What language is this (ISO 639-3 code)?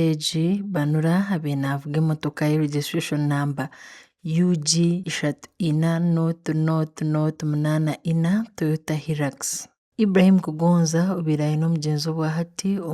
nyn